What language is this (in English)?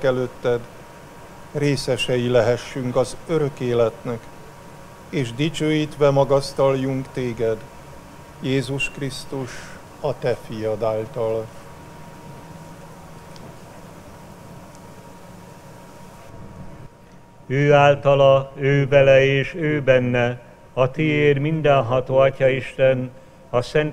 Hungarian